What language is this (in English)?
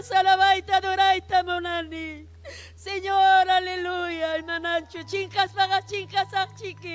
Ayacucho Quechua